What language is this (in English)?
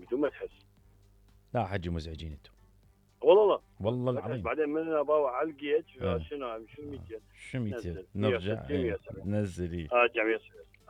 Mesopotamian Arabic